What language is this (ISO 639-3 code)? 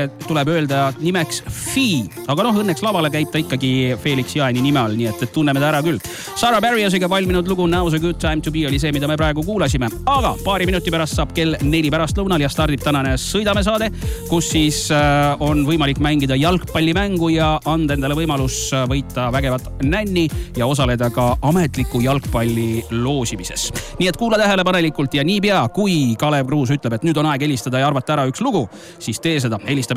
est